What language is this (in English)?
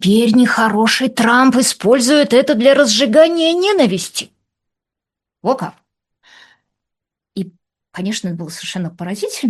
Russian